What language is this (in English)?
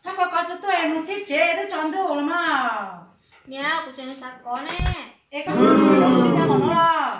Hmong